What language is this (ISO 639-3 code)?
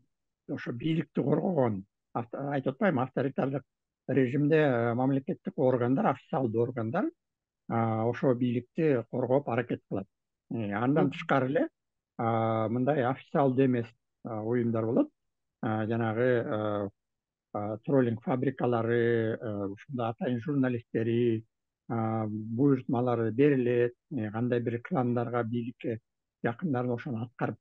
kir